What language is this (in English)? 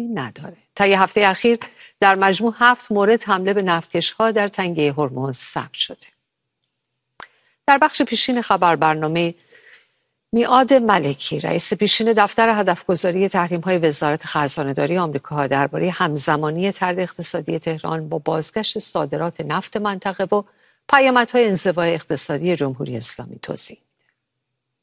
Persian